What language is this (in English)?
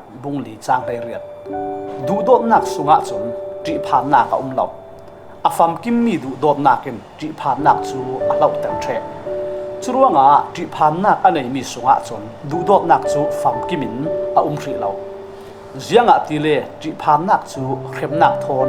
Falam Chin